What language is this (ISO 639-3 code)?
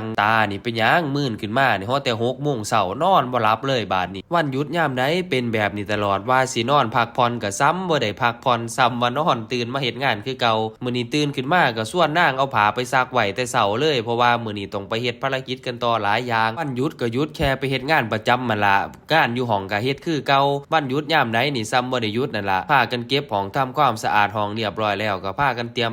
tts